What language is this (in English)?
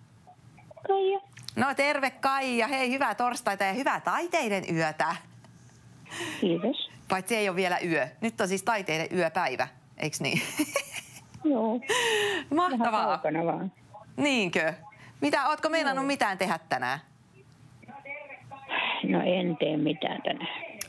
Finnish